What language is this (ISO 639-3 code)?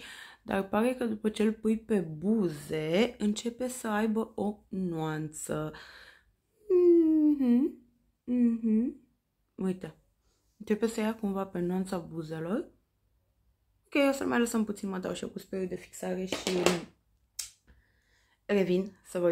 ron